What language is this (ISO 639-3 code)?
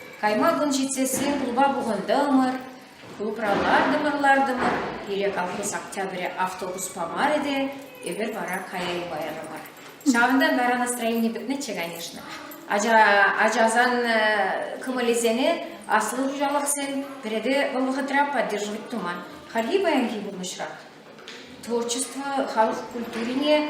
chv